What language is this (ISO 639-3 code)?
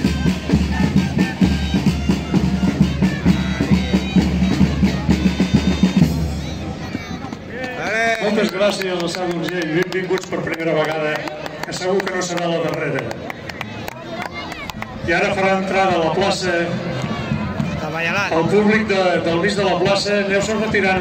cat